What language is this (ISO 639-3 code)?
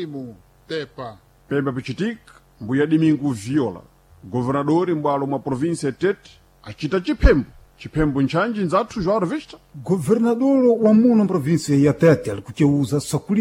seh